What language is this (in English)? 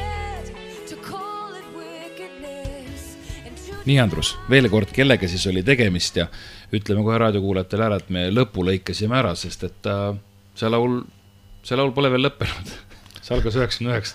Estonian